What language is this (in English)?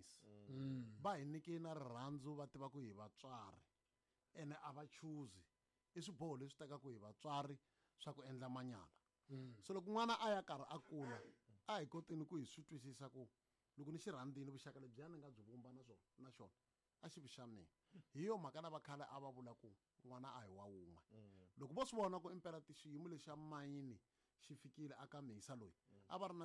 Tsonga